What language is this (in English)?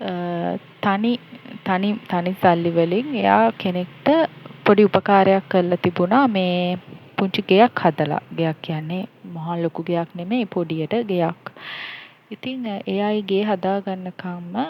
Sinhala